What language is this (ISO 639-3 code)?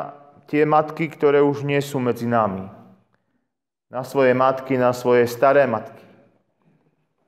slk